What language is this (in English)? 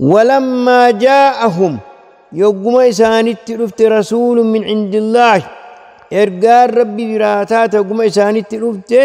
Oromo